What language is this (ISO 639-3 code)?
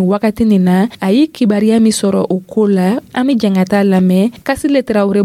dyu